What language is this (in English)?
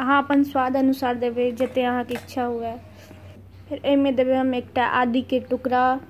Maithili